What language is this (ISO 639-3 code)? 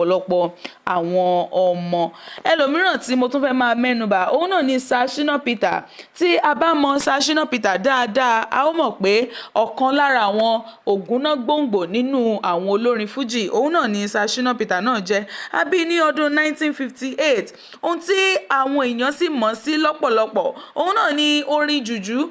yor